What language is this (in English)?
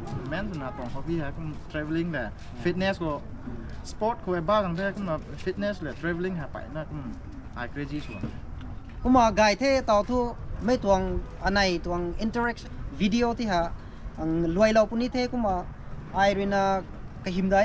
Rongmei Naga